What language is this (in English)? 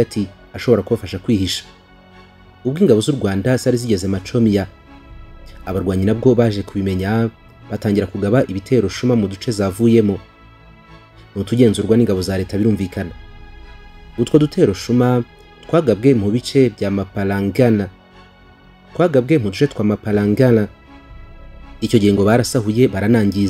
Kinyarwanda